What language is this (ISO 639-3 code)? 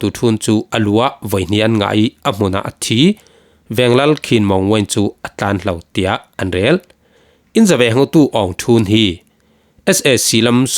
cfm